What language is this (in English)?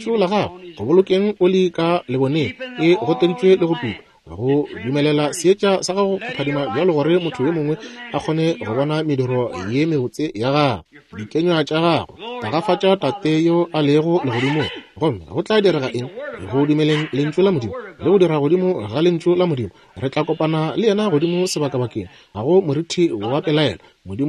Northern Sotho